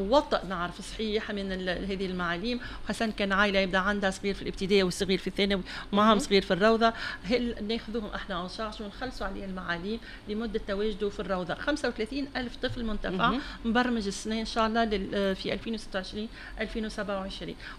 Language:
Tunisian Arabic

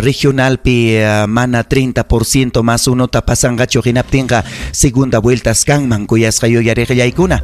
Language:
Ayacucho Quechua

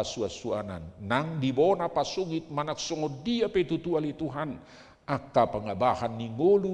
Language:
Batak Toba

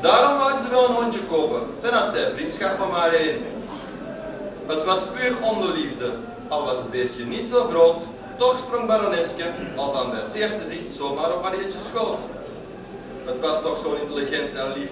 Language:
Dutch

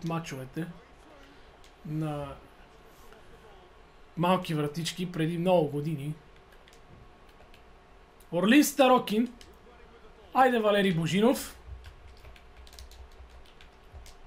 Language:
Bulgarian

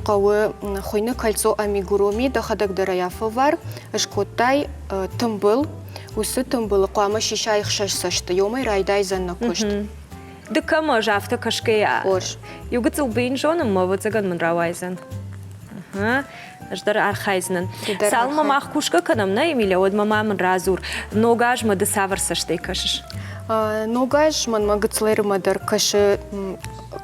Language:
Ossetic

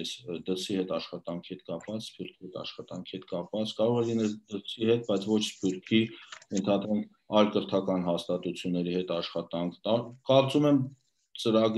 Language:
Armenian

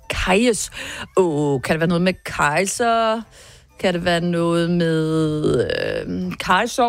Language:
Danish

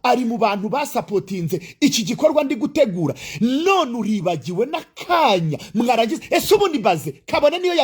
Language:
Kinyarwanda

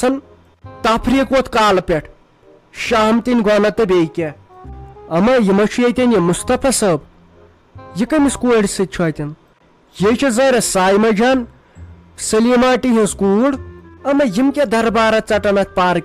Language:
Kashmiri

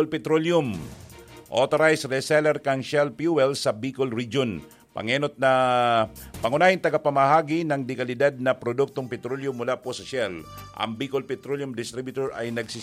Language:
Bikol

